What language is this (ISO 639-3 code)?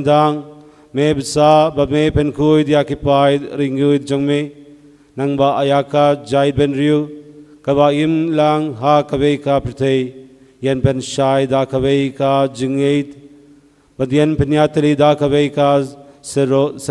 kha